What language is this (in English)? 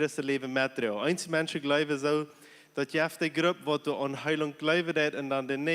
Plautdietsch